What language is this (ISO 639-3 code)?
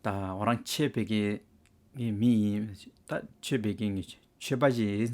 scp